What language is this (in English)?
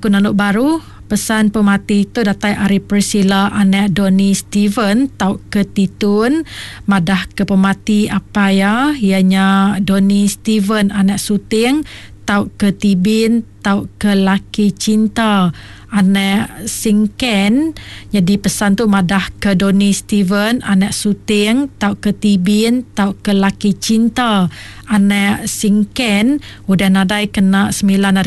Iban